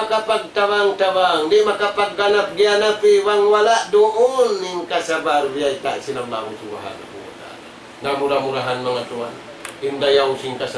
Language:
Tausug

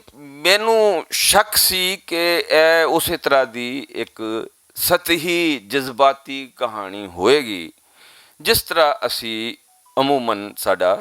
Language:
Western Panjabi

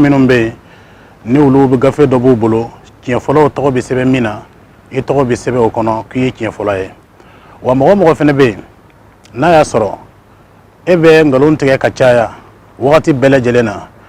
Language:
Bambara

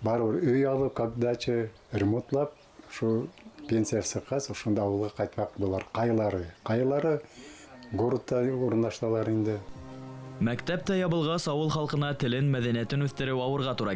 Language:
Bashkir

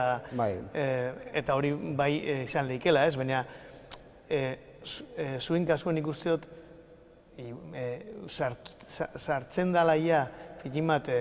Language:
Basque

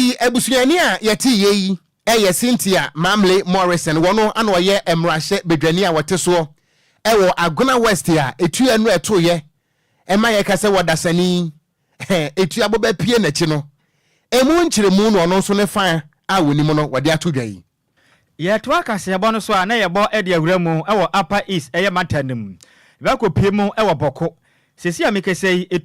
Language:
Akan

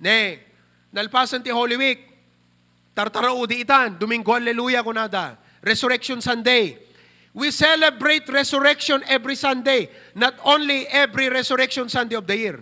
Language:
Iloko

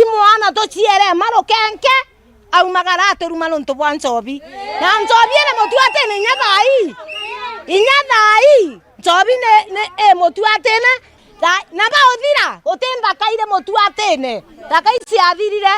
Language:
Meru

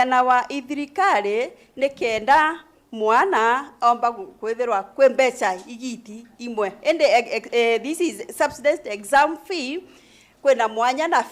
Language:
Meru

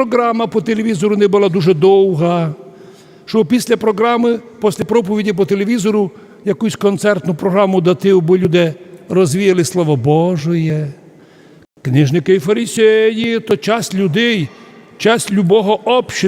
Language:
Rusyn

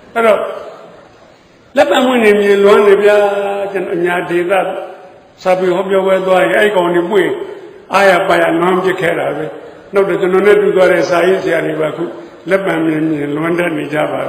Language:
Burmese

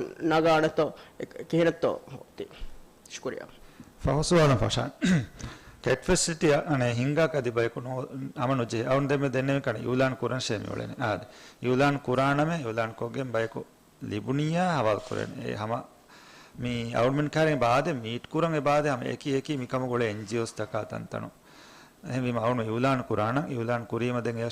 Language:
Divehi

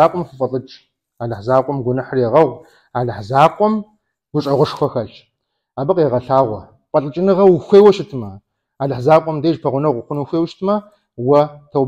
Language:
Kabardian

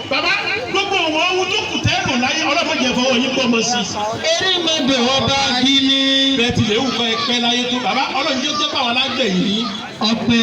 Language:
Yoruba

